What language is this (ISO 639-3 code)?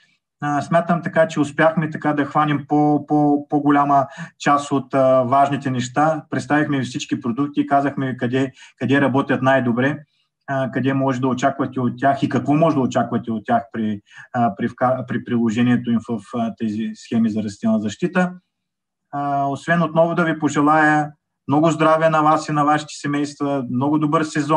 bul